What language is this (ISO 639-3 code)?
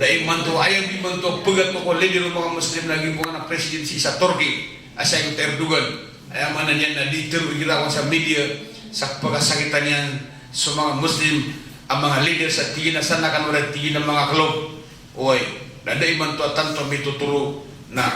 mrw